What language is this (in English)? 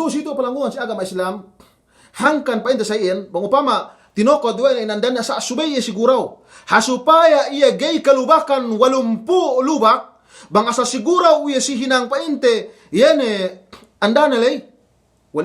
Yakan